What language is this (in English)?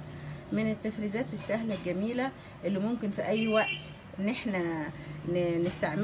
Egyptian Arabic